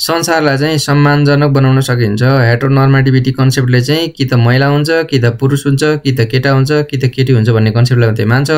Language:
Nepali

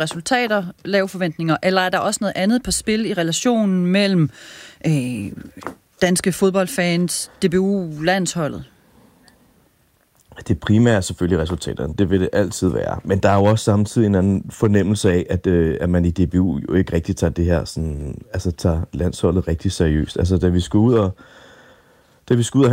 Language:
Danish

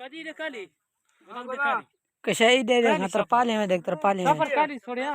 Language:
Saraiki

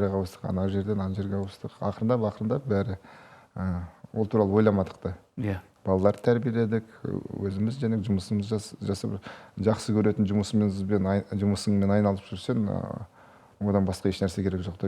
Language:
Kazakh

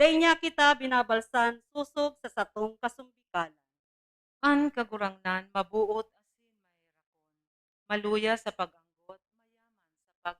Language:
Bikol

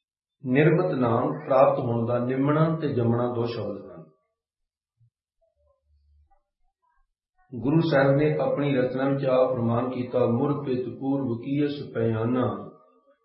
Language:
Punjabi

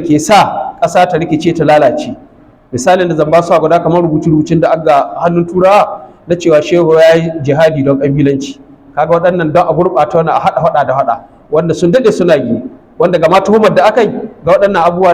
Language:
Hausa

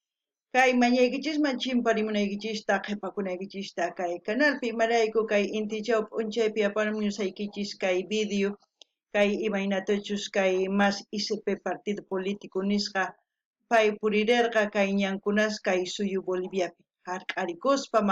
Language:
South Bolivian Quechua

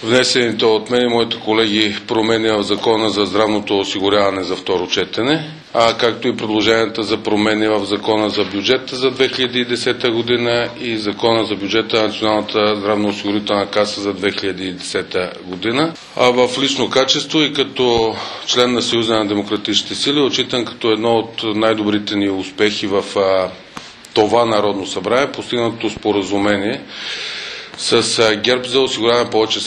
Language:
Bulgarian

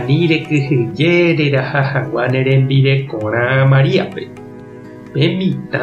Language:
Guarani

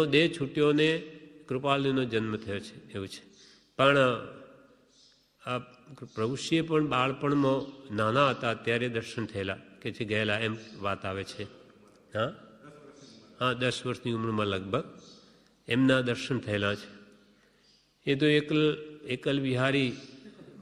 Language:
Gujarati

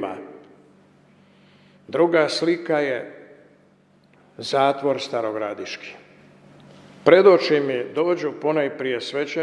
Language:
Croatian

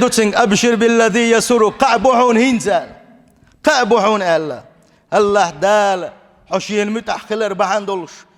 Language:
Chechen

